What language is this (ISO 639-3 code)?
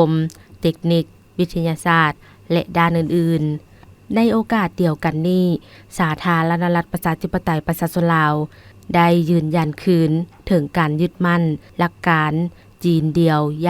lao